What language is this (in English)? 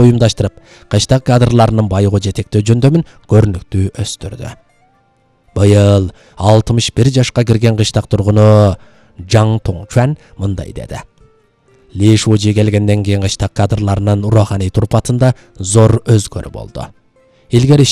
Kyrgyz